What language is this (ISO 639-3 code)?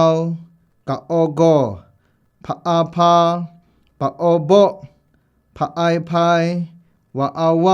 kac